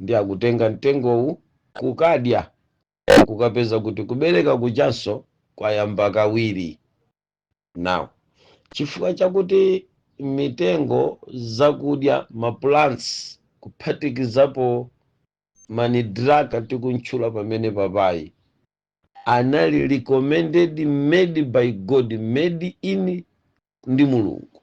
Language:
Nyanja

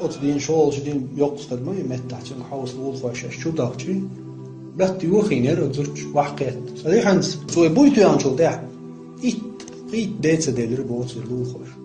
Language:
Chechen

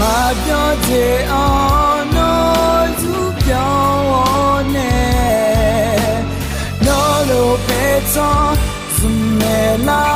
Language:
Akha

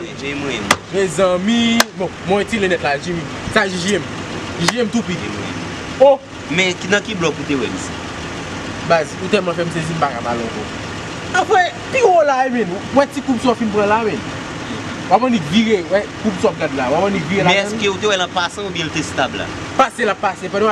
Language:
Haitian Creole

